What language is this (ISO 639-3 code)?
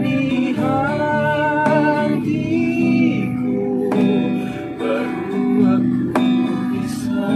bew